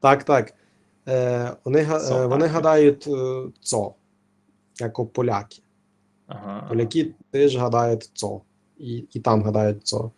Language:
Rusyn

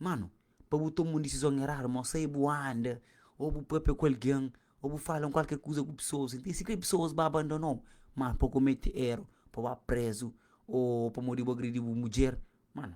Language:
Kabuverdianu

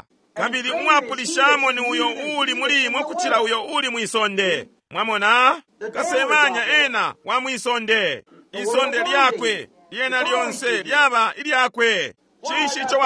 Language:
Bemba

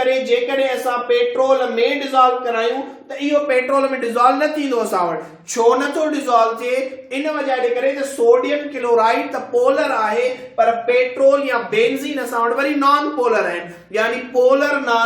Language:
Sindhi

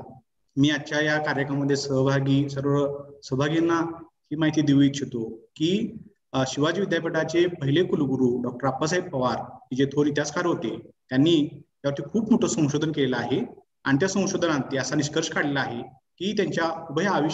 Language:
Marathi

